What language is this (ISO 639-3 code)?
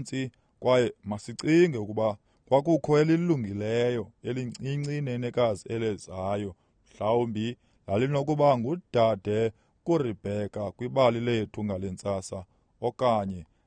xho